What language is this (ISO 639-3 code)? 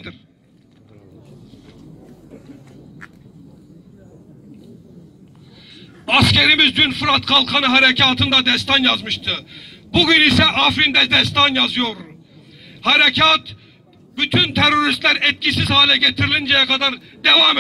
tur